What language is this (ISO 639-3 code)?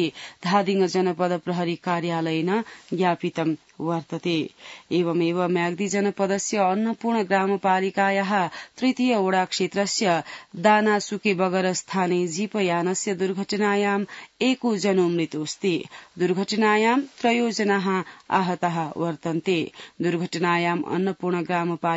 san